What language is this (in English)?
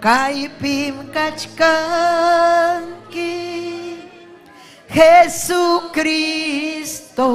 Ayacucho Quechua